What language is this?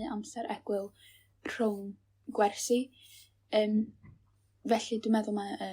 Welsh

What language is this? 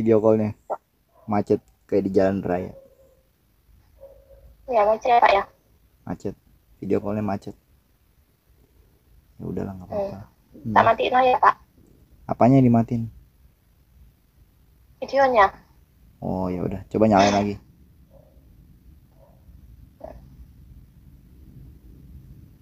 Indonesian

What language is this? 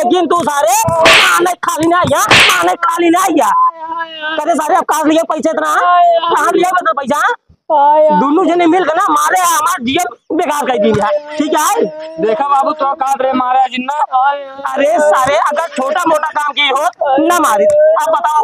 Awadhi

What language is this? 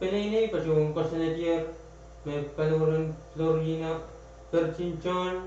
Pohnpeian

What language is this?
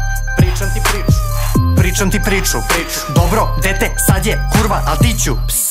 Serbian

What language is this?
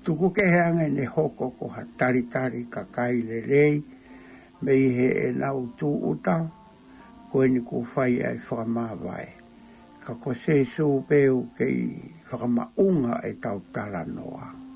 Tongan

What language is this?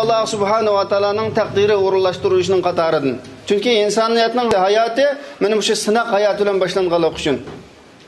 Uyghur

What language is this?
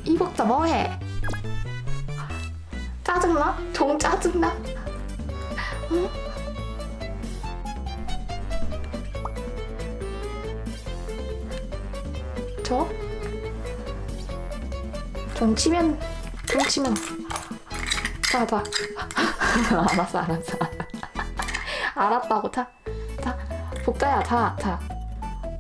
Korean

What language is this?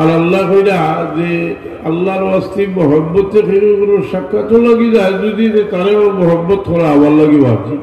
Sylheti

